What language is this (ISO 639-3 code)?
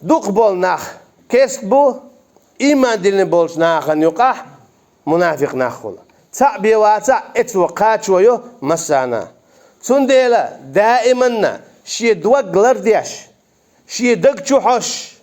che